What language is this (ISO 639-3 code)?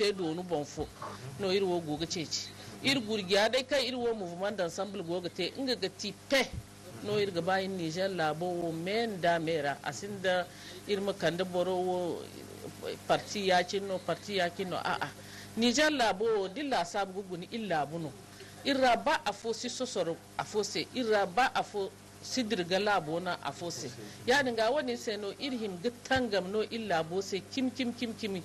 dje